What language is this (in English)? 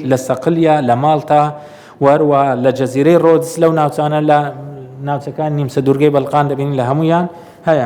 Central Kurdish